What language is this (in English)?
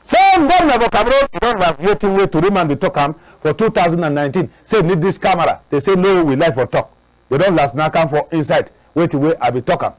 Cameroon Pidgin